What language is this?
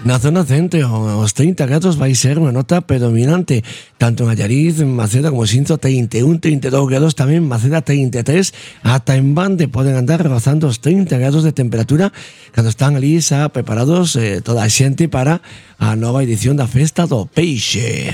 Galician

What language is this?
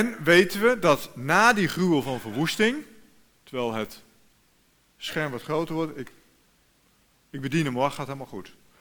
Dutch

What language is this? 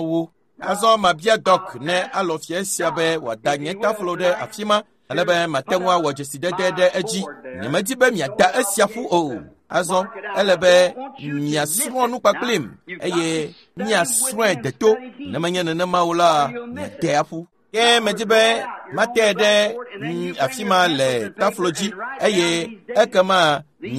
Ewe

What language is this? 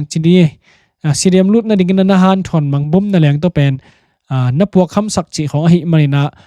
Tedim Chin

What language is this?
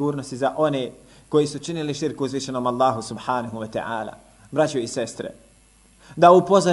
Bosnian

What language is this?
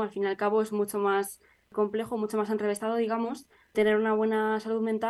Spanish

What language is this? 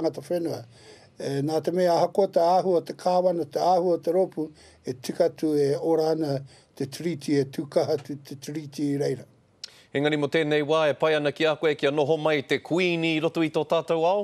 Māori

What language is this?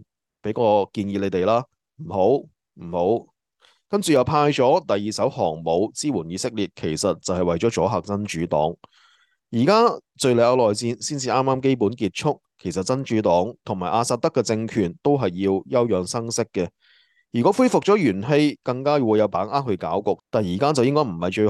Cantonese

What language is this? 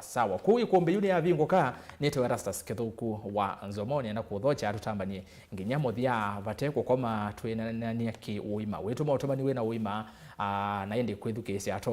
Kamba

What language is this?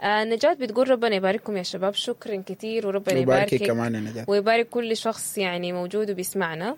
Sudanese Arabic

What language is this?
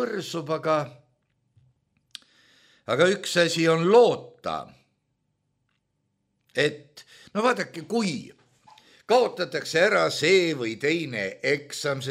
Estonian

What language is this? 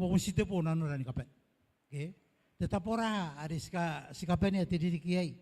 Gilbertese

